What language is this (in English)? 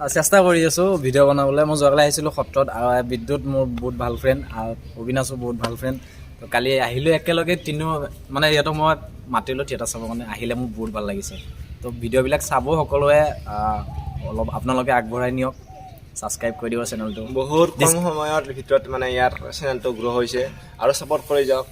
Assamese